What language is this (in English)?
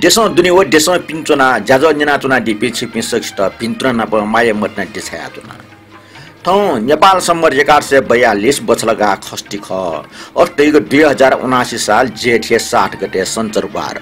Newari